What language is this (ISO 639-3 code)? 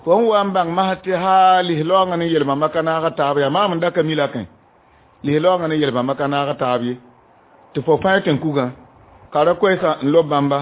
mos